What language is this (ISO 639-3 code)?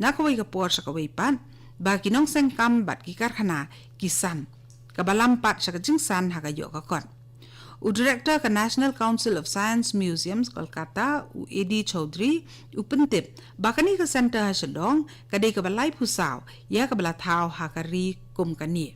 kha